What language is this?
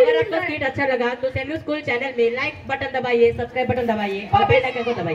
Hindi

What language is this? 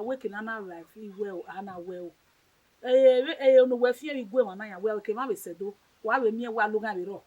Bini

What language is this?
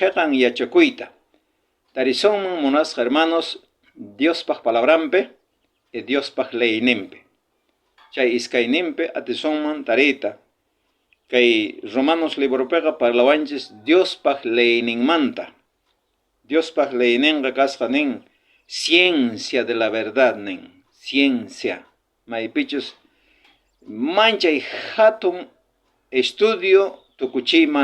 South Bolivian Quechua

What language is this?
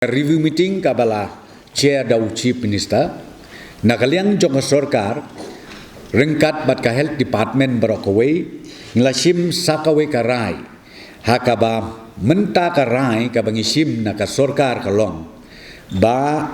Khasi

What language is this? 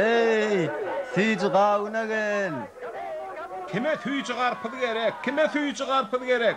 Turkmen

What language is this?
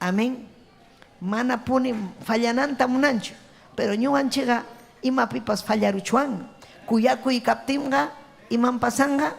Ayacucho Quechua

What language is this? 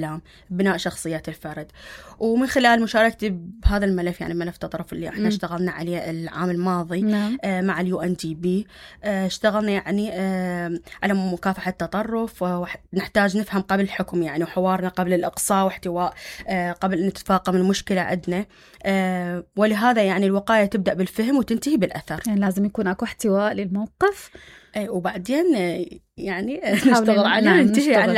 Mesopotamian Arabic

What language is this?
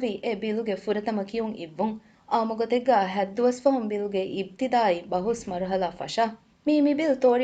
Divehi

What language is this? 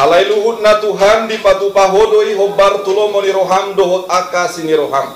Batak Toba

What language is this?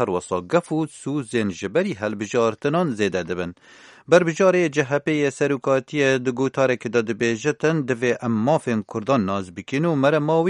Kurdish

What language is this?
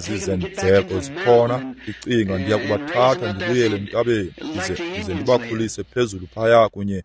Xhosa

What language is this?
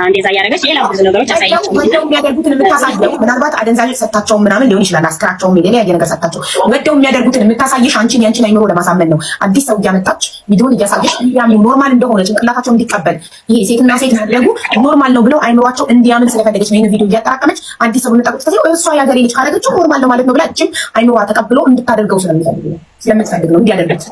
Amharic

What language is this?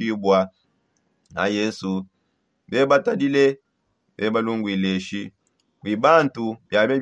Songe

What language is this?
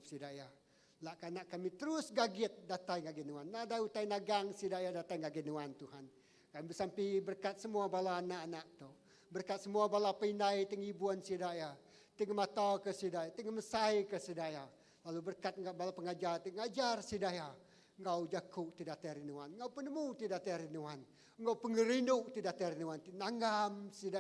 Iban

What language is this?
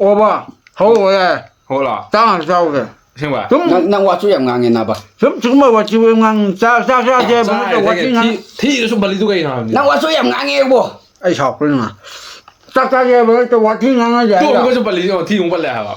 Manipuri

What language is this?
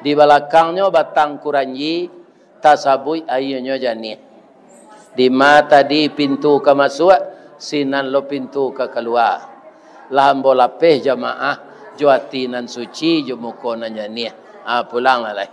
Minangkabau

